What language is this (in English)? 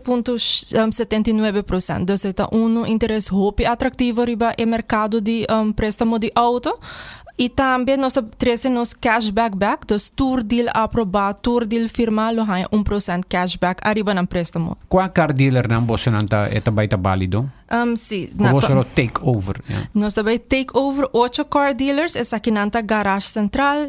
Papiamento